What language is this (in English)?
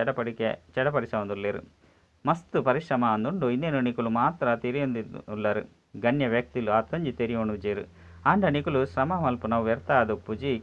Tulu